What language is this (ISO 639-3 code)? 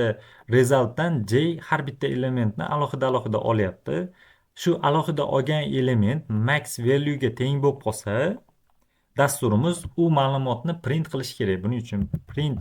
uzb